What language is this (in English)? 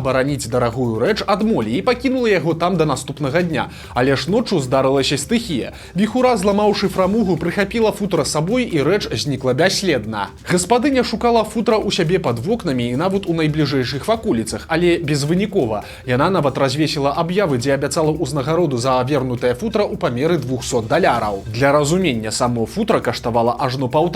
Belarusian